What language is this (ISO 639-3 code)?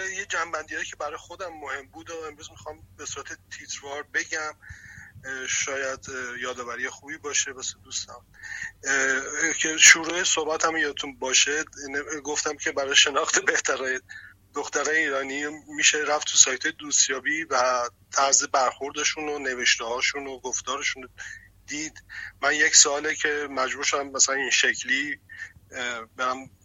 fas